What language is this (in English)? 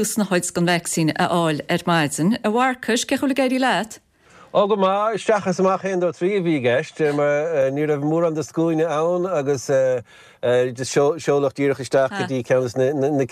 Irish